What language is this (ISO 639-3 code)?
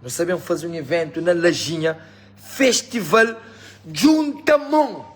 kea